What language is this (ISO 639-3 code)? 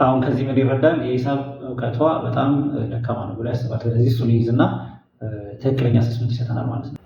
amh